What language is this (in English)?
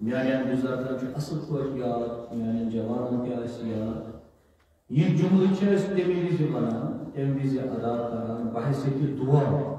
Kashmiri